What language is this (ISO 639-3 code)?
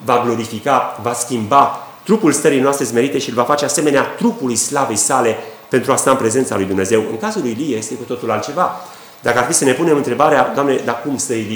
ron